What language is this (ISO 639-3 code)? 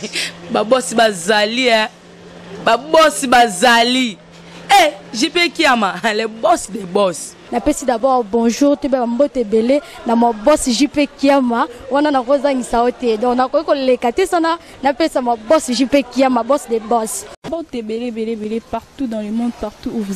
lin